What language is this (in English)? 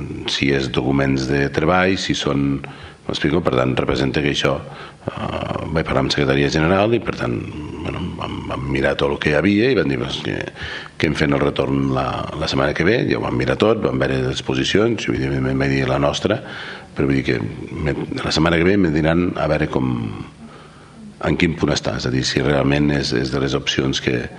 Catalan